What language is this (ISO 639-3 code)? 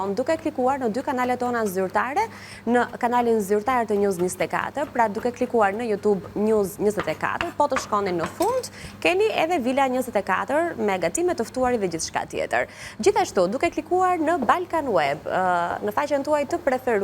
sqi